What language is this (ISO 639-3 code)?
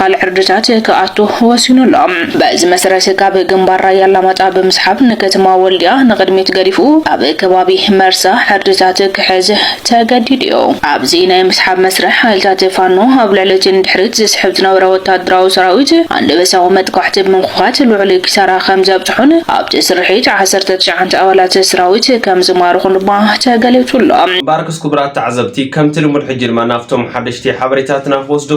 tir